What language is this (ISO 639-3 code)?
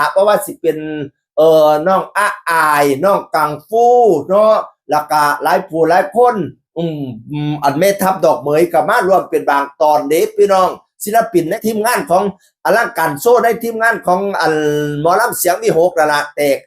tts